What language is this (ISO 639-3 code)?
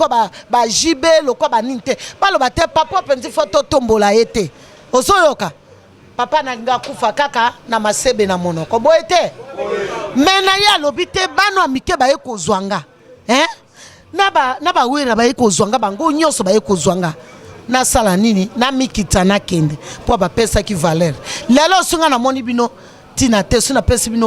lin